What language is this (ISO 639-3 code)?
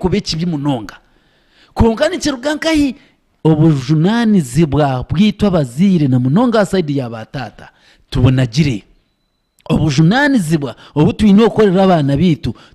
nyn